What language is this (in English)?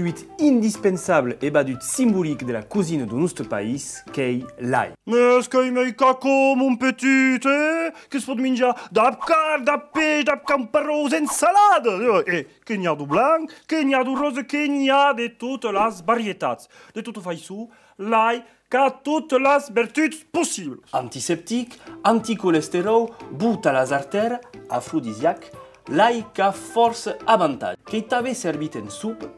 Occitan